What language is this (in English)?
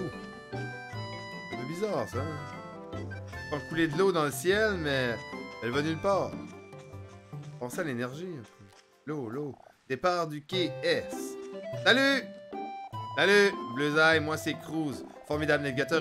French